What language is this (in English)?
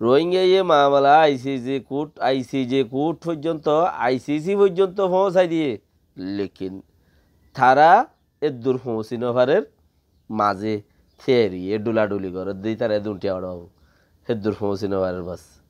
Rohingya